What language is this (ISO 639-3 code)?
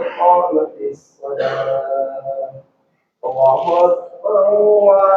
div